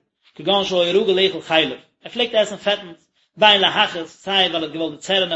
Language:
Yiddish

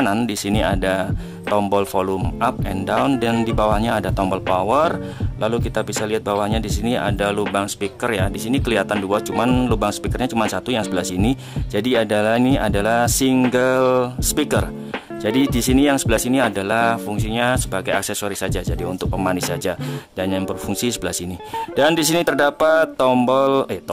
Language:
Indonesian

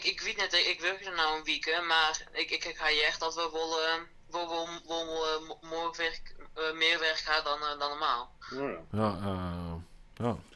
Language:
Western Frisian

